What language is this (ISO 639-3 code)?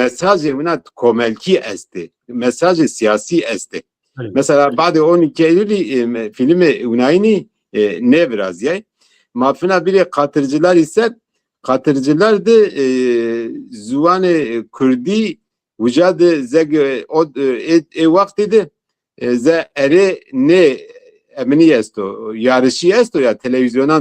zza